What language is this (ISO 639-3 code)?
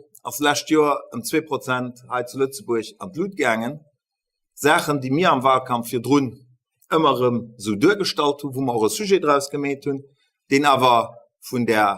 ltz